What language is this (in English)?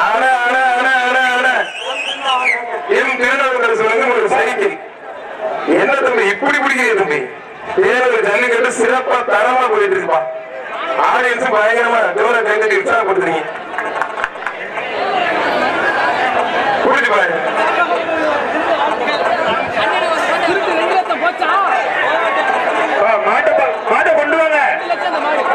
Tamil